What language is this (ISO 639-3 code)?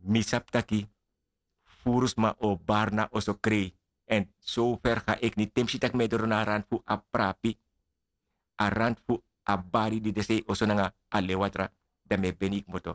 srn